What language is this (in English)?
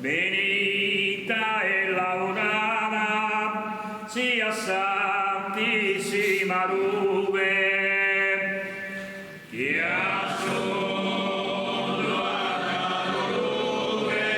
Sardinian